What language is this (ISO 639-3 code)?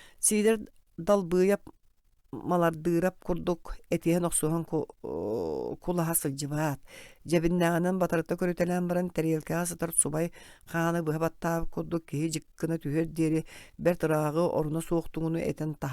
sah